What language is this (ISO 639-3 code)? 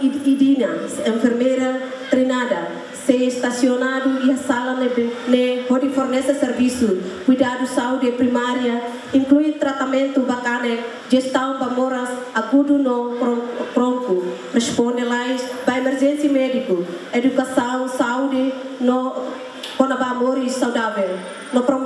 tet